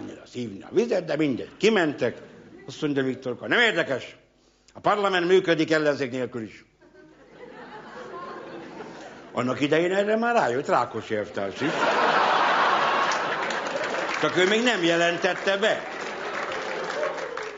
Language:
Hungarian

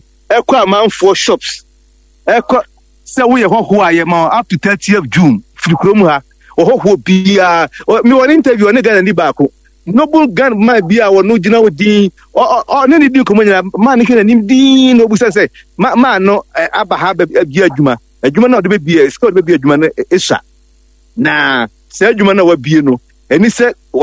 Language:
Akan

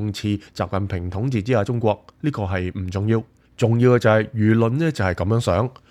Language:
Cantonese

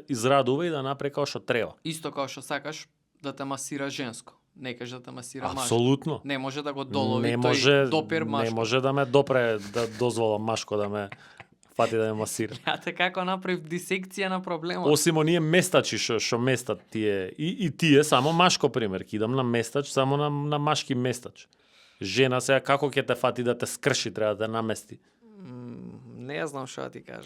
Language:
Macedonian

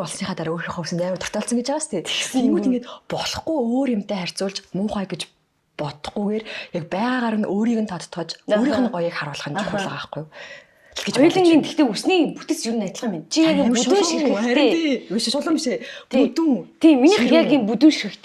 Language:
Mongolian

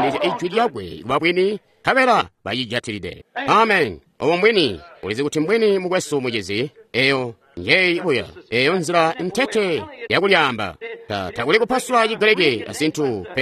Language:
Tonga (Zambia)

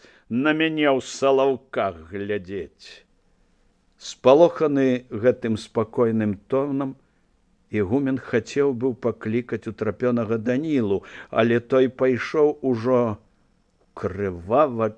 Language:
Belarusian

